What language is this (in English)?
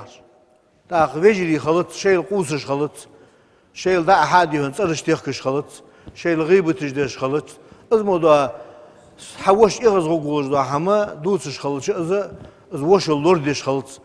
Ingush